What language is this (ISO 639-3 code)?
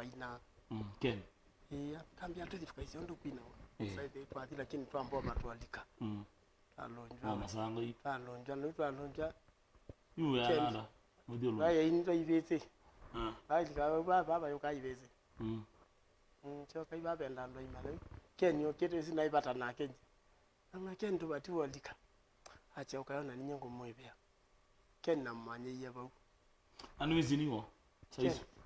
kam